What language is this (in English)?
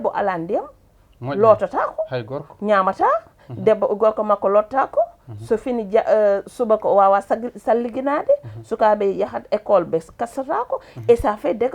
Fula